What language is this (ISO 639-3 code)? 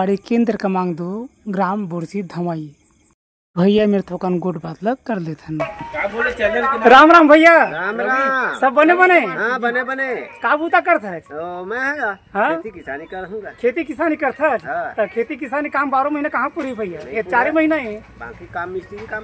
hne